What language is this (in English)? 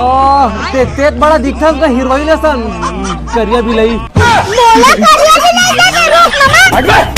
Chhattisgarhi